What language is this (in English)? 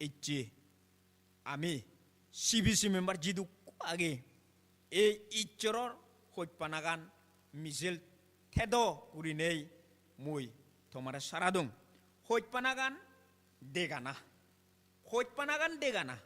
Chakma